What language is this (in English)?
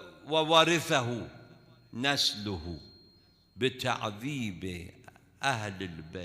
Mesopotamian Arabic